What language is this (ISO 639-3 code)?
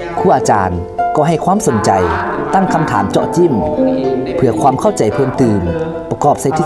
lao